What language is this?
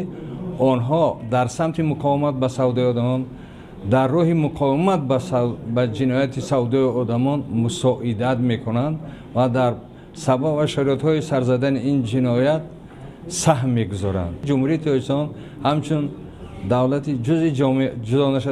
Tajik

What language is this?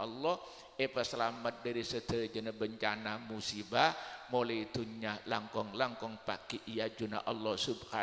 Madurese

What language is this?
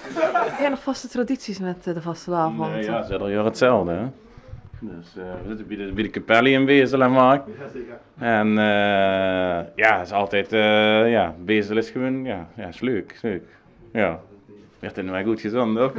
Limburgish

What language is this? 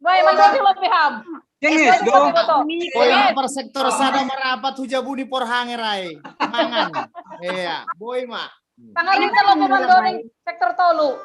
Batak Simalungun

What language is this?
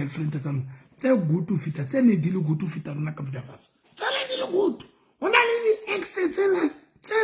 Southern Sotho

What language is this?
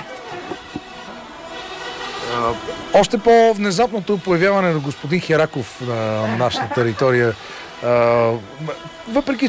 Bulgarian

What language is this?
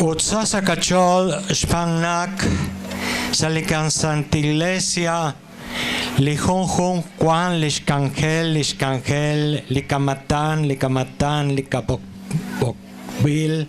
Kekchí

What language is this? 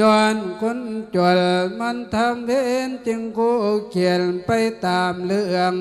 Lao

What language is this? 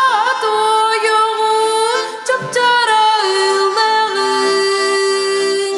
Yakut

